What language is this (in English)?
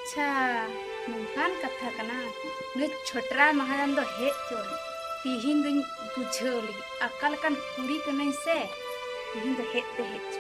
Santali